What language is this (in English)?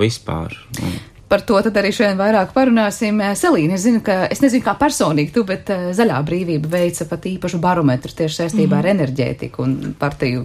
Latvian